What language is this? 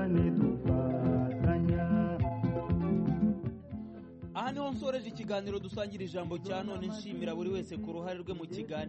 Kinyarwanda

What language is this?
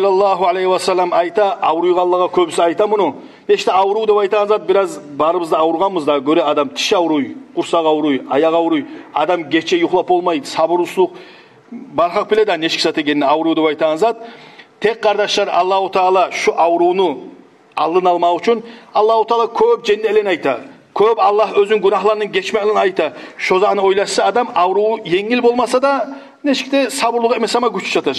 Kumyk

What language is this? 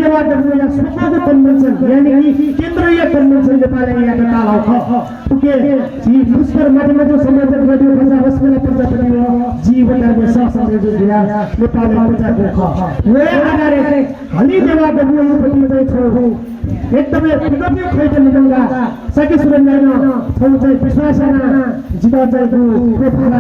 Newari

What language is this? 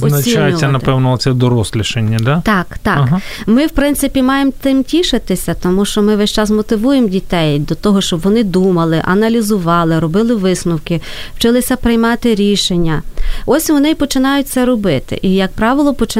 Ukrainian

